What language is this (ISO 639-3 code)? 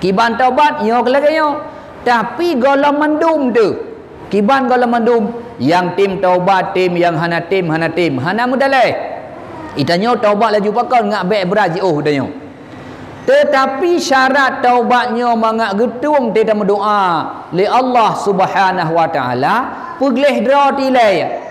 ace